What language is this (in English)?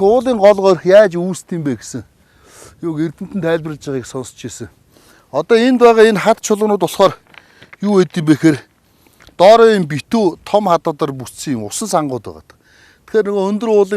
Mongolian